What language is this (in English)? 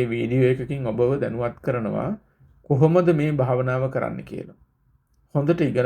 Sinhala